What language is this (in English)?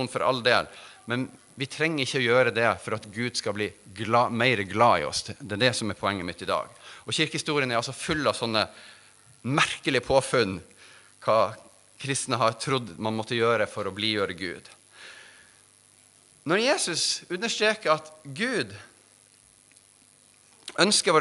Norwegian